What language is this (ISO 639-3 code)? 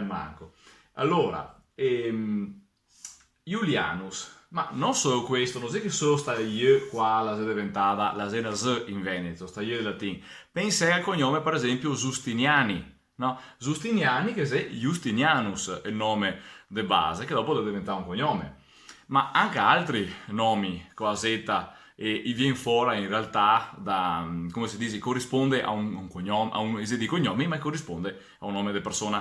vec